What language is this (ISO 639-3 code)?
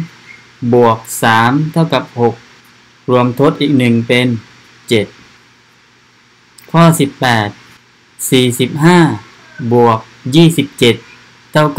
tha